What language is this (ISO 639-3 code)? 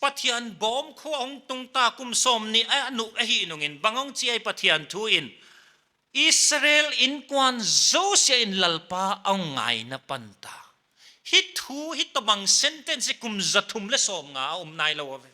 pck